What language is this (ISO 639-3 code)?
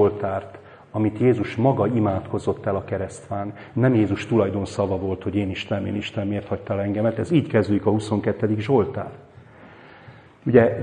hun